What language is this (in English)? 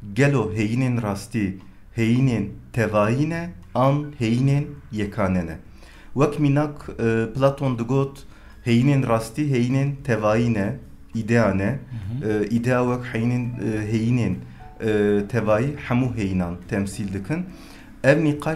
Kurdish